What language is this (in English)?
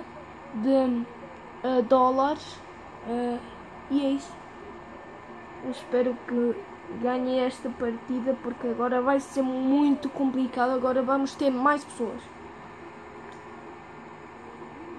Portuguese